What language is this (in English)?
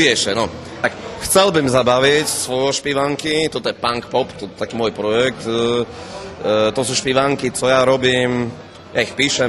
Rusyn